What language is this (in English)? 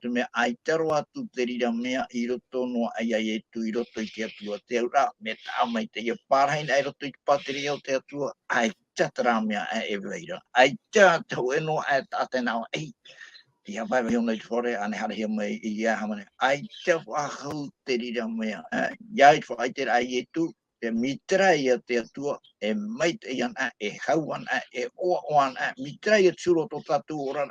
Tahitian